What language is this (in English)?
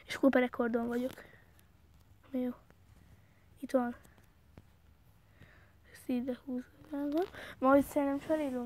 Hungarian